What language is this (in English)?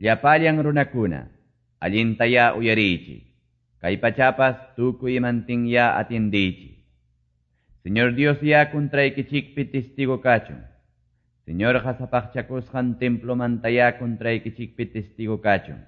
Quechua